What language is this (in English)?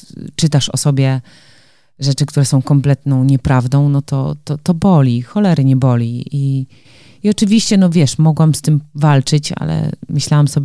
Polish